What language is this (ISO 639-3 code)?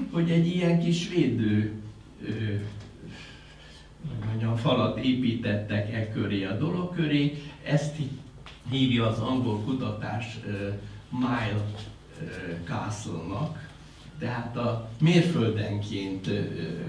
hun